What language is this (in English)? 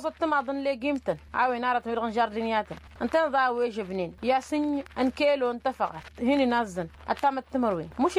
Tamasheq